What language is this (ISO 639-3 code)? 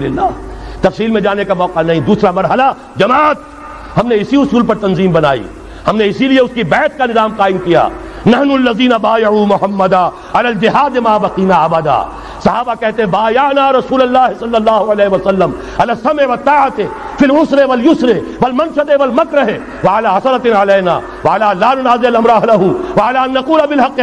urd